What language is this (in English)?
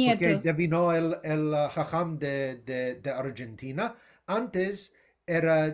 Ladino